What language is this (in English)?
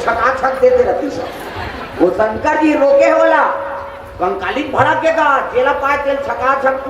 Chhattisgarhi